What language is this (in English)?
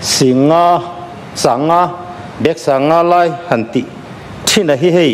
Mizo